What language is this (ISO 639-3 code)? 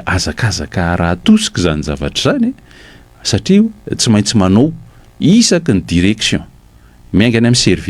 mlg